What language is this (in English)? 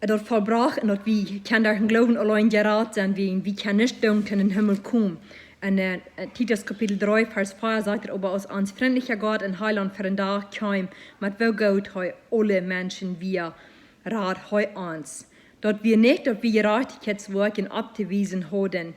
Plautdietsch